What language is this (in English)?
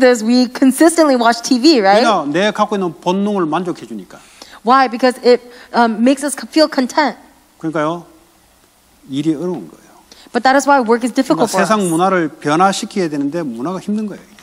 Korean